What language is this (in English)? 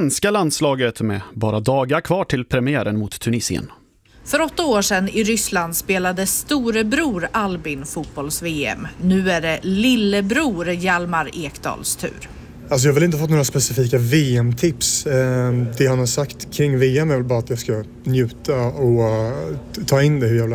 Swedish